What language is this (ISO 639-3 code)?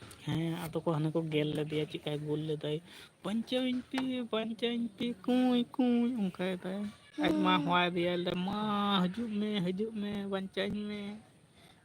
sat